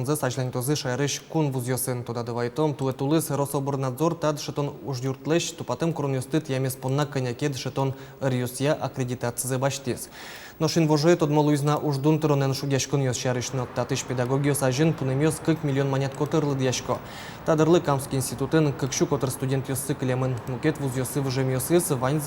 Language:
Udmurt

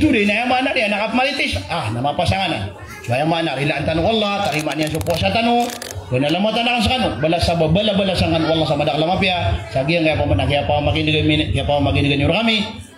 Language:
Maranao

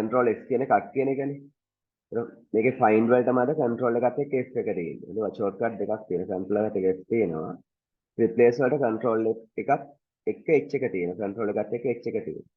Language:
Sinhala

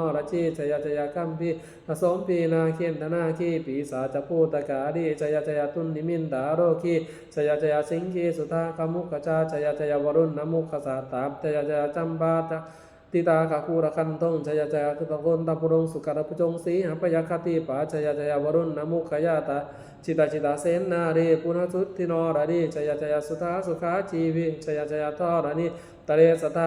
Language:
Pali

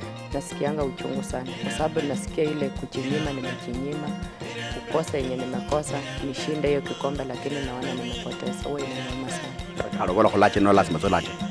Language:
Luyia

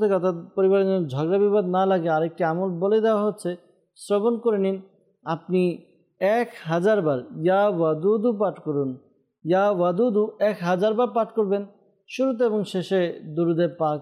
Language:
Bangla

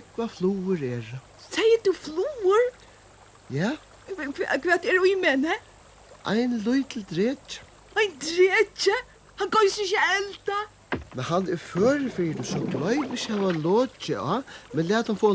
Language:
Faroese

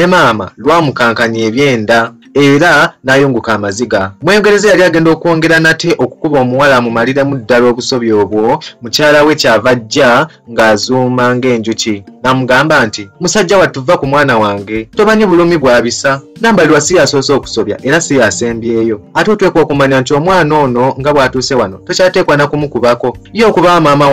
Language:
Ganda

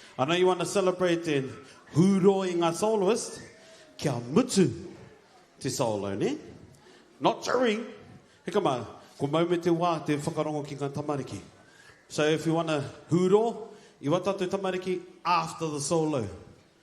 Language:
Māori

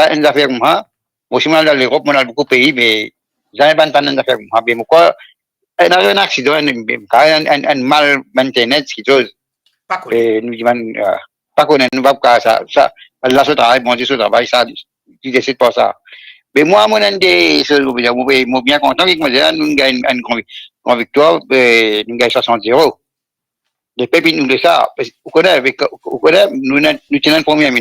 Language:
Morisyen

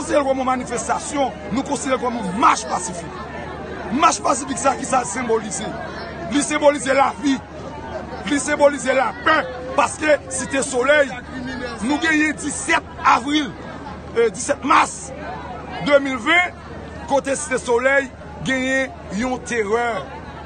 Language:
Haitian Creole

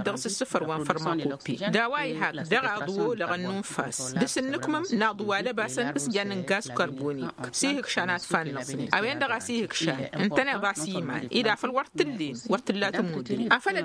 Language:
Tamasheq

